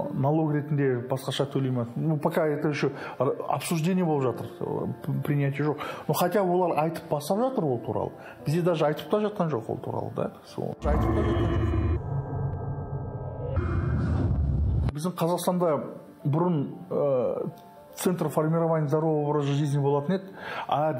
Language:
Kazakh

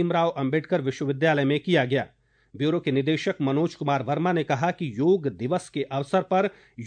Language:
Hindi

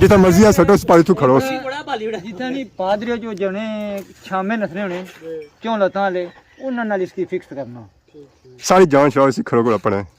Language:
Pahari-Potwari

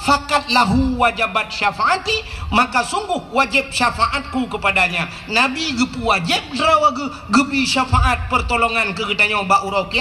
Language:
Achinese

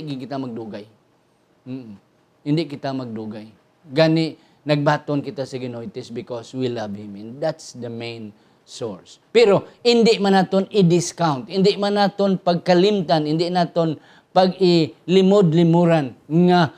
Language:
Hiligaynon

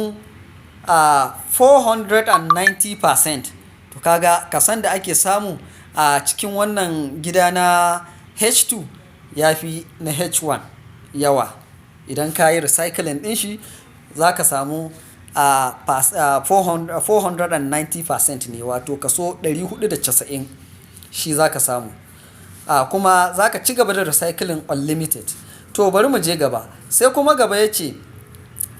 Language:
Hausa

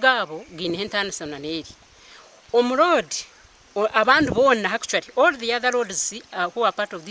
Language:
Nyankole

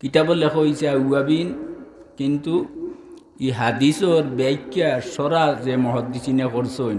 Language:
Sylheti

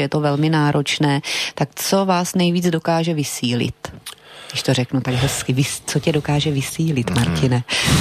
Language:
Czech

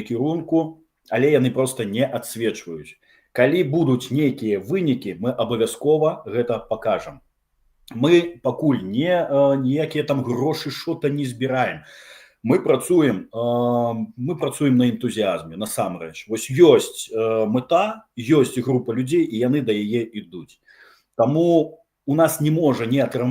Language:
Belarusian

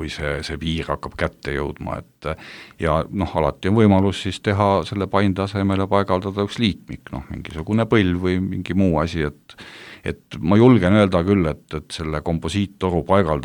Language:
Estonian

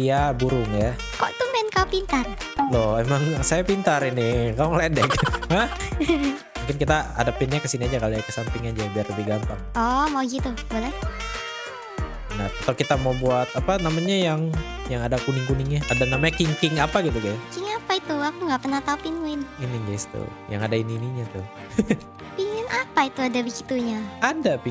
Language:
Indonesian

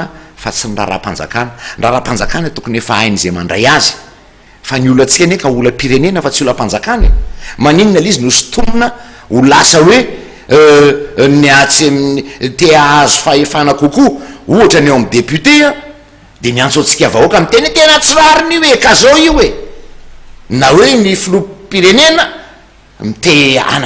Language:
Malagasy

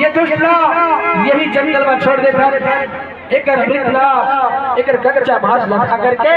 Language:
Chhattisgarhi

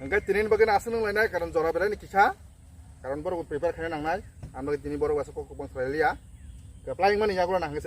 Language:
Kok Borok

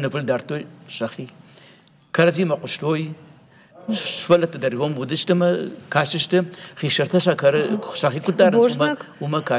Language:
Ossetic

